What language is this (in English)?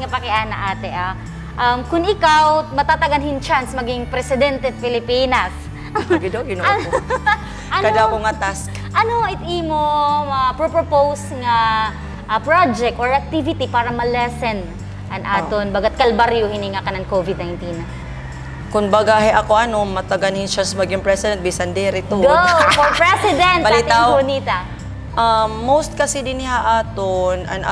Waray